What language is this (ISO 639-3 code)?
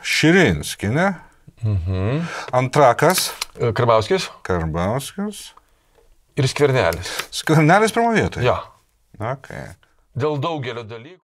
lit